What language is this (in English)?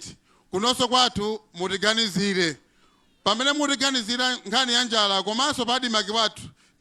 Nyanja